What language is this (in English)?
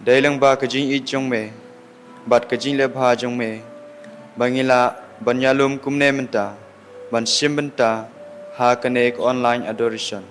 Khasi